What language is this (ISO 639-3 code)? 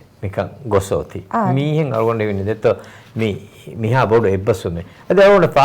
div